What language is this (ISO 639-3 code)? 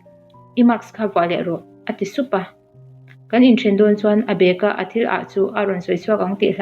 lus